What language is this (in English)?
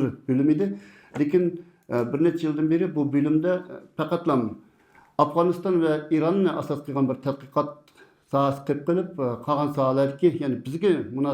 Uyghur